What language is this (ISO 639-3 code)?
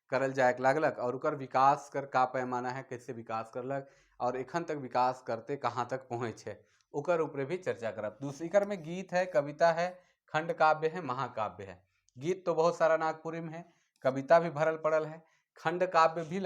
sck